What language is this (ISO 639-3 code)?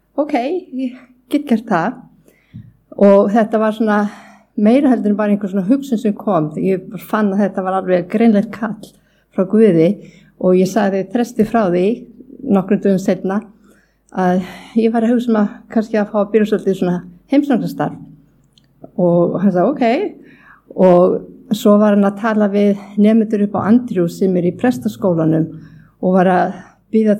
isl